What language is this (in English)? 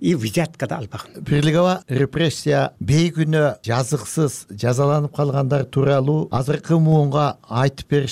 Kyrgyz